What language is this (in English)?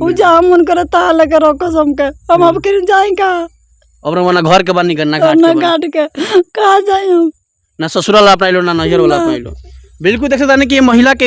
Bhojpuri